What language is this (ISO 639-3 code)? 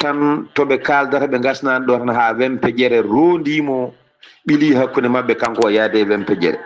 ful